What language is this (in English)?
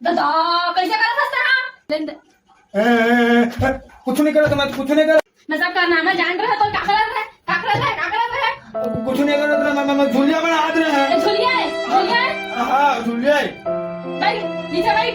Chhattisgarhi